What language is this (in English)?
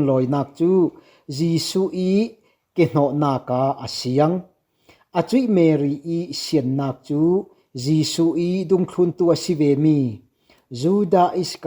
Falam Chin